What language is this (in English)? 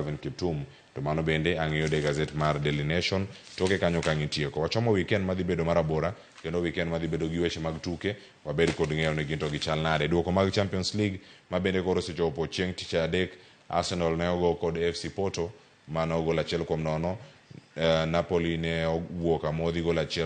Luo (Kenya and Tanzania)